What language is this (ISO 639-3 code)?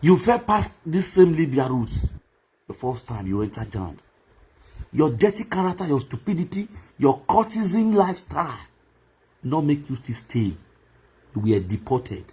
pcm